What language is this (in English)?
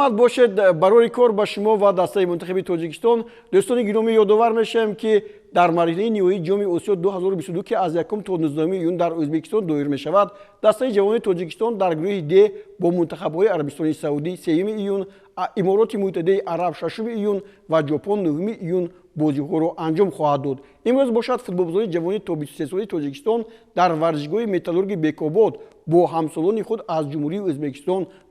Tajik